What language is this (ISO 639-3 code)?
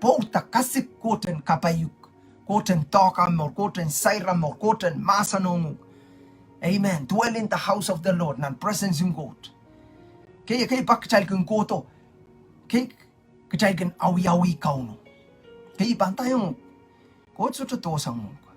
pon